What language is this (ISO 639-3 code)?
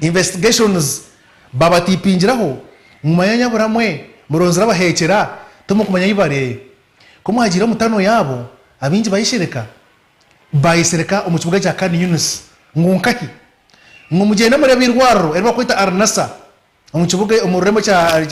nyn